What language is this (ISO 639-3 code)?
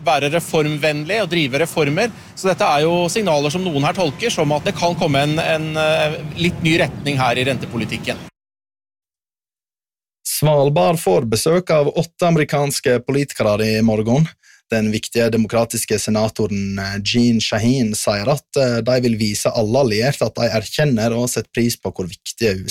nor